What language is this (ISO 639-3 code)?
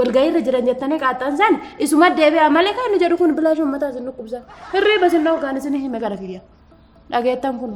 orm